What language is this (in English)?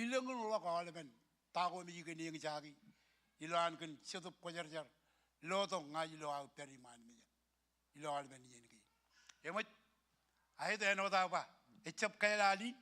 Marshallese